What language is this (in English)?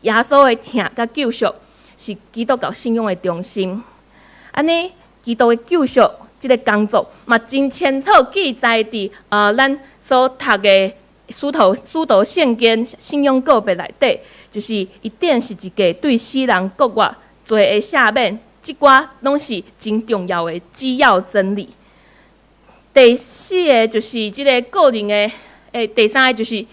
Min Nan Chinese